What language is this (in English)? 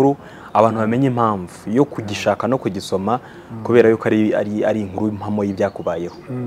Kinyarwanda